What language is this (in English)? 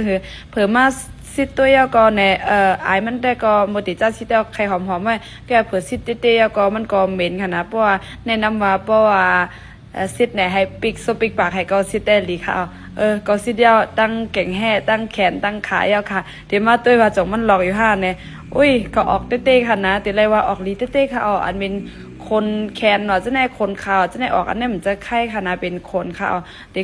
Shan